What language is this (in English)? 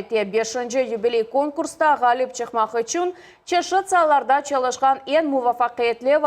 Crimean Tatar